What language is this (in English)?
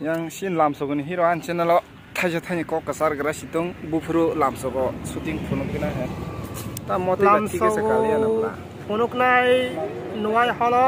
Kok Borok